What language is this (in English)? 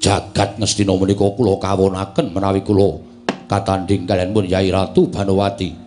Javanese